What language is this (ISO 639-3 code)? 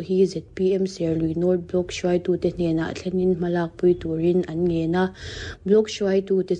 lus